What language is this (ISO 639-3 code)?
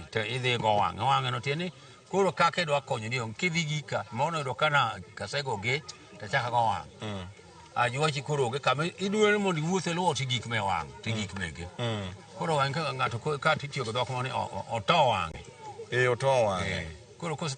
luo